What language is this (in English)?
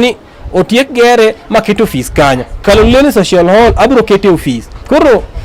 Luo (Kenya and Tanzania)